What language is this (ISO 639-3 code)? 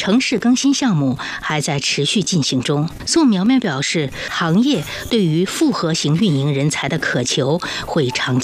zho